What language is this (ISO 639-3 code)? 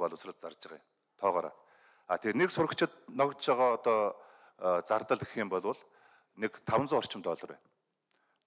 mon